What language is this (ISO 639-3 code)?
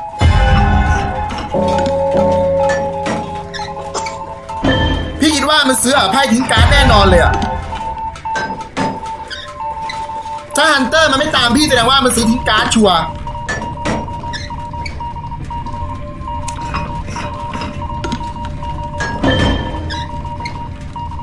tha